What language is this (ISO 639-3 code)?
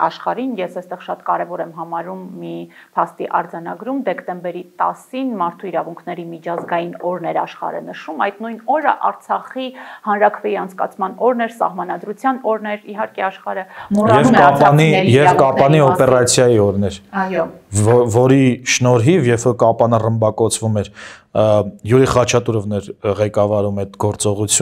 hye